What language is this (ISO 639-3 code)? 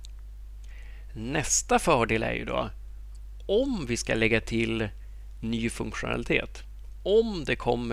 swe